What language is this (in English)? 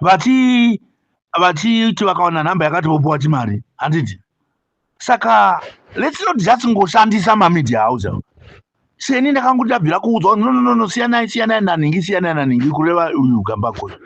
Shona